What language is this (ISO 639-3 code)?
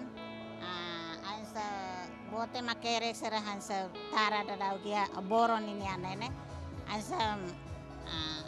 tet